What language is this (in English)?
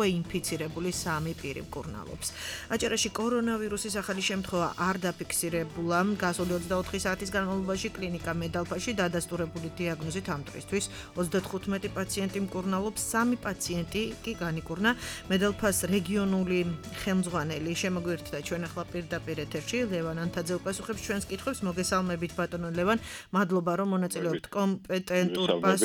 Georgian